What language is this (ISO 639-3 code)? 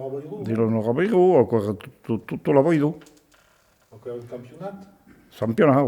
oci